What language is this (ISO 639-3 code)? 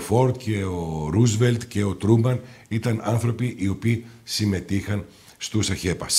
ell